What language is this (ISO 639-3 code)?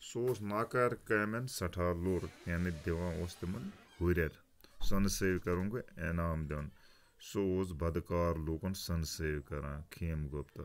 kas